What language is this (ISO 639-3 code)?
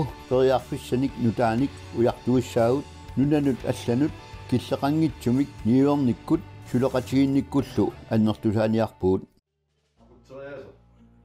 kal